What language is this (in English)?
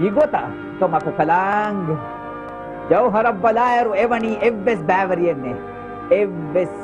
Divehi